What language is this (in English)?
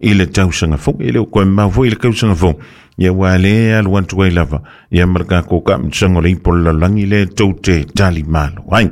Samoan